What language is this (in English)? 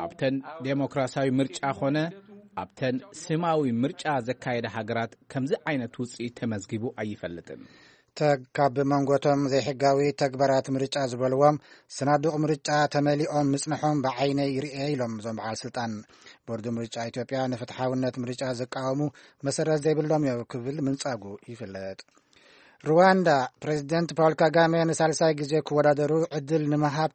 Tigrinya